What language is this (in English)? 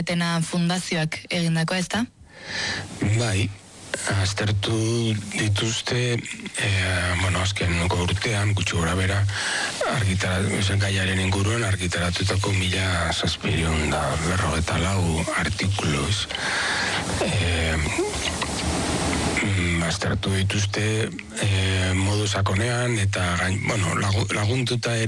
Basque